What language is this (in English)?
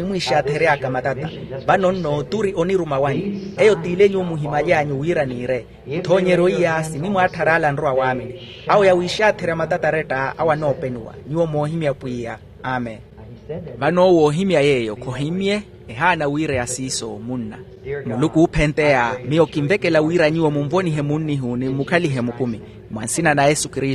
Makhuwa